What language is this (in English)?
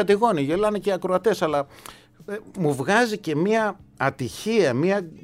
Greek